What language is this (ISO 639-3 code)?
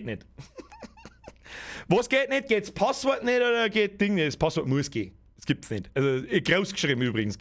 bar